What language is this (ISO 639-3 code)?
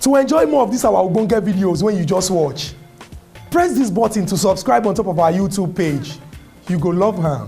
pcm